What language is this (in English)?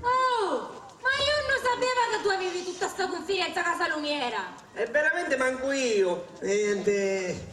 Sicilian